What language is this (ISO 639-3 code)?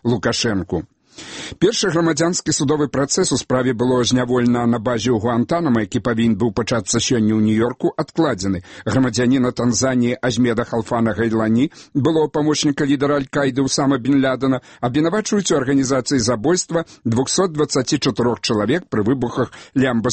bel